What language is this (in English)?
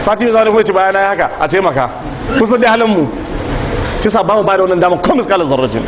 Hausa